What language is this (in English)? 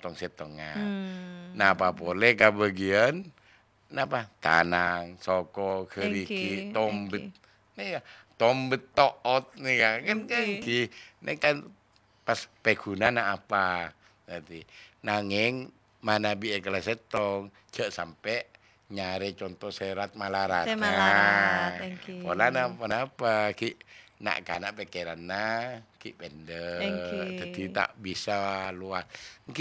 Madurese